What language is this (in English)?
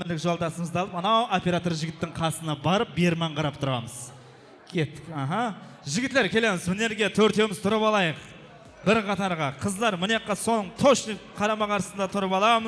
Kara-Kalpak